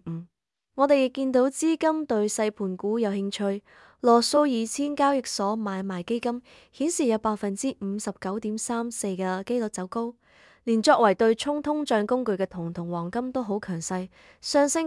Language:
Cantonese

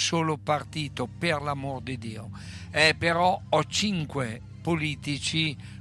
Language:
Italian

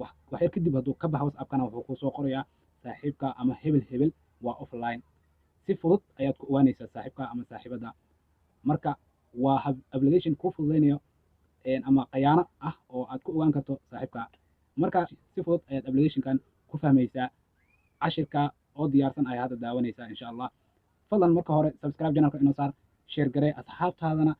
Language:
Somali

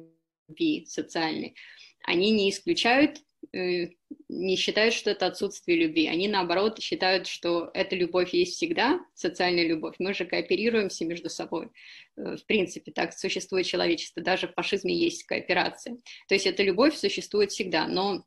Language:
Russian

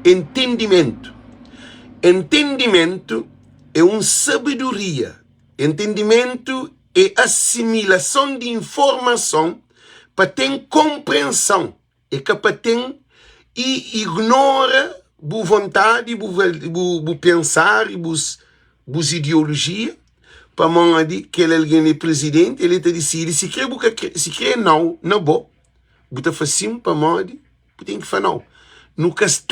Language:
Kabuverdianu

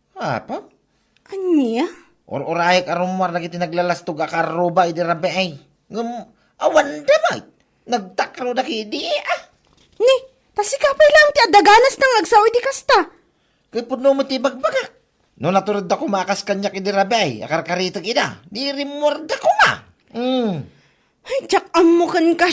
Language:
Iloko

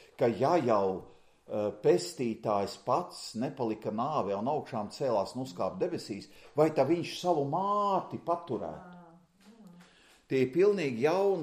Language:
Latvian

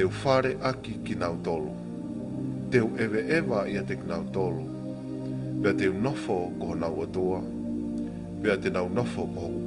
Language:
Tongan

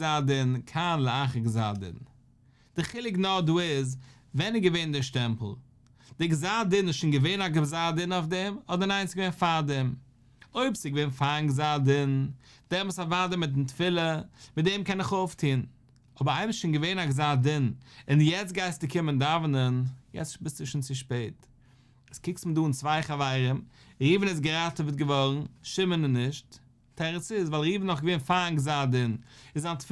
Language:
Yiddish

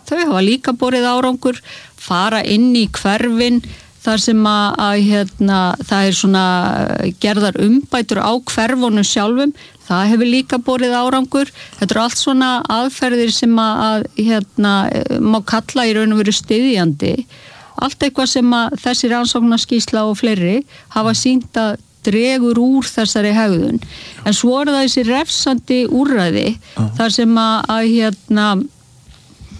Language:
Icelandic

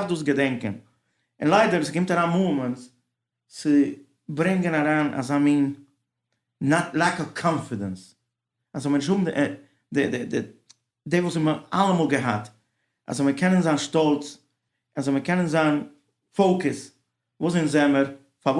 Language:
Yiddish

